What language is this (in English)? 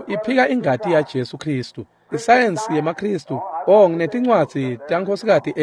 Swati